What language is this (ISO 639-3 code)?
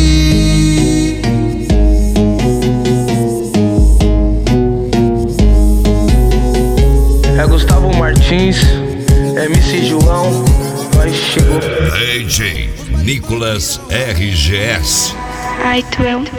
por